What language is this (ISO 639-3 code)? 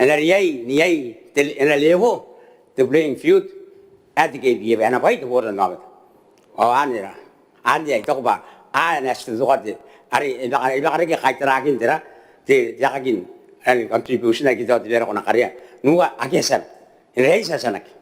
gil